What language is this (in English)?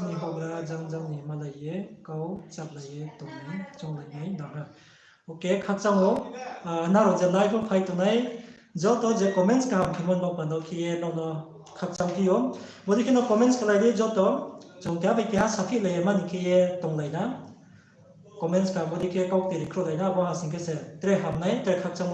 Riang (India)